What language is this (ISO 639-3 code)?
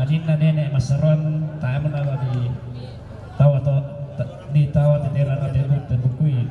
sda